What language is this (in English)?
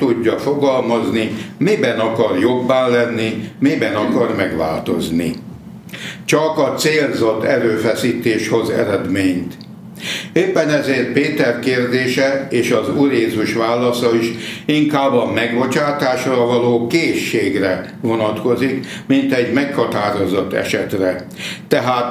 Hungarian